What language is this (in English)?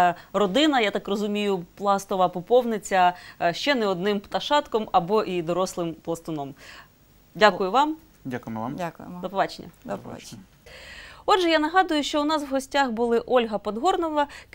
Ukrainian